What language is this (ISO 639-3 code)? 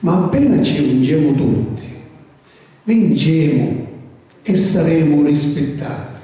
scn